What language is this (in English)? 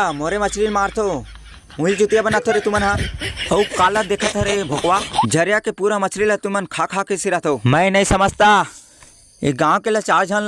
Chhattisgarhi